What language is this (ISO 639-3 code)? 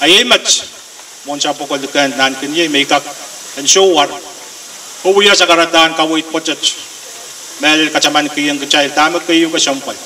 pon